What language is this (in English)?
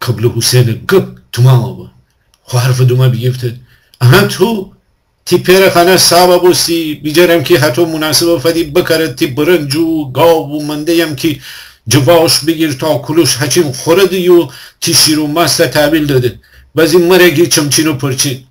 Gilaki